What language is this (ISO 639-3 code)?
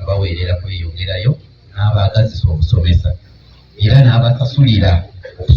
lug